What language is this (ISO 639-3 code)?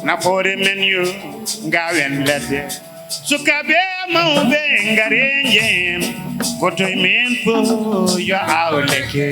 ful